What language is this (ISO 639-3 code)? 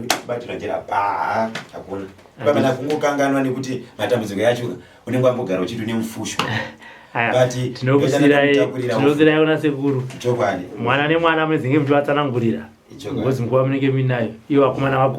sna